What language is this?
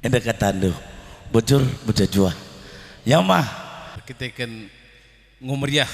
Batak Karo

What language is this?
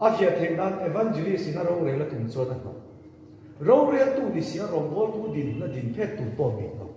Mizo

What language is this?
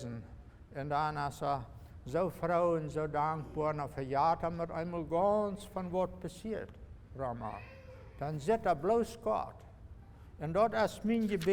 Plautdietsch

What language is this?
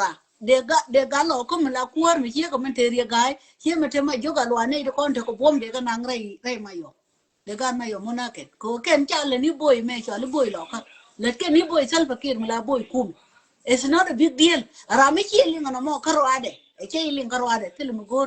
Nuer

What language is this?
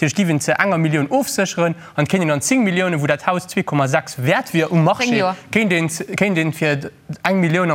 Luxembourgish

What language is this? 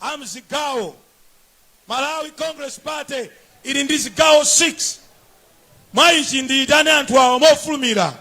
Nyanja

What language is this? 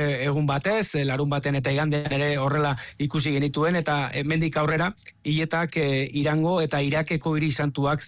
Basque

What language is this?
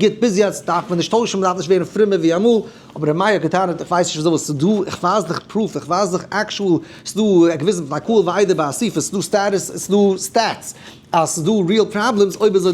Yiddish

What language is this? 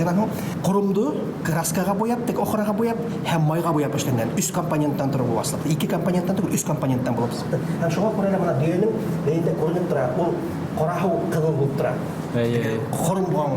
Bashkir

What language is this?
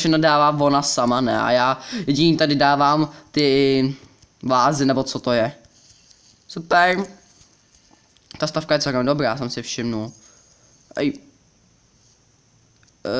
Czech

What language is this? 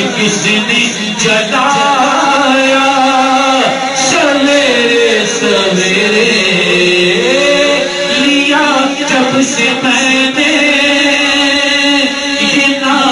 Urdu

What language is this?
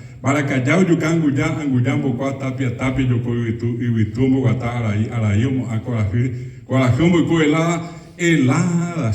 Guarani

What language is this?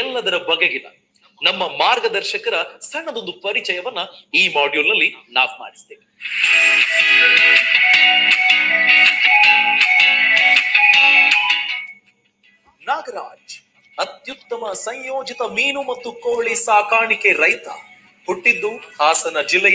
Kannada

